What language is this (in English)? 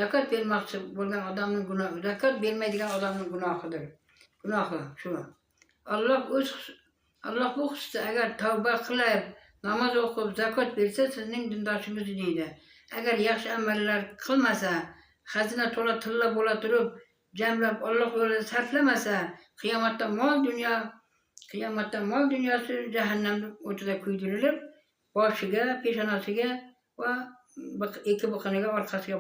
Uzbek